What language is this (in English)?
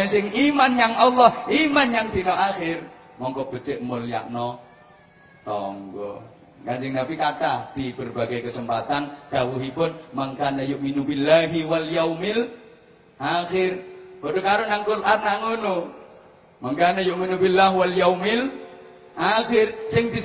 Javanese